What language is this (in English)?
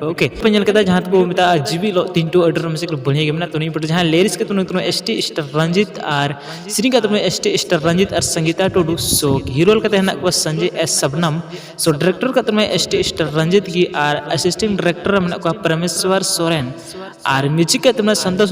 Santali